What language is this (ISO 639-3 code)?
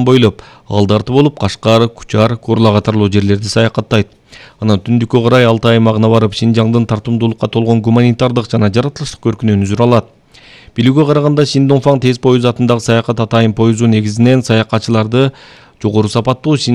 kir